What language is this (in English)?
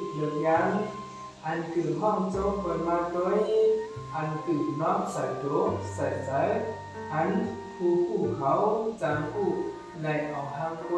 Shan